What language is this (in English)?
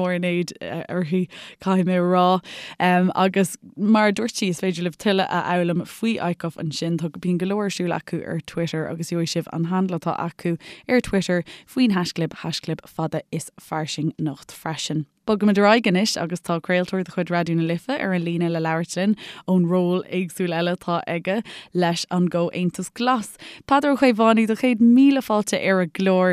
Irish